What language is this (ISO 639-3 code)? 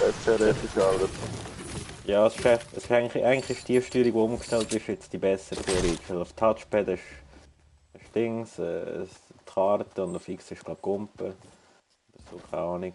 gsw